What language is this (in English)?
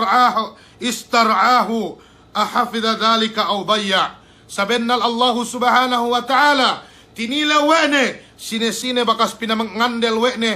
Yakan